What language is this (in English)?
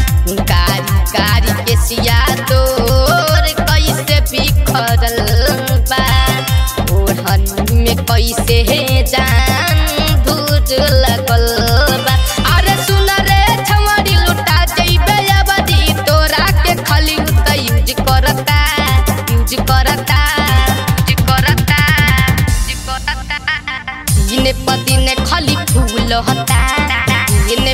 Bhojpuri